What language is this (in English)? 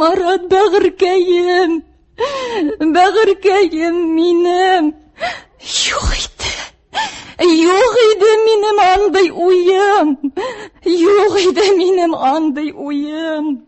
Tatar